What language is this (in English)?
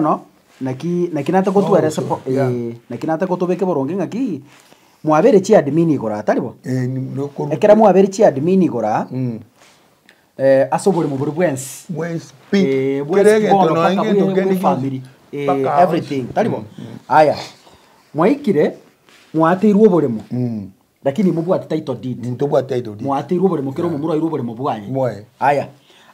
Gusii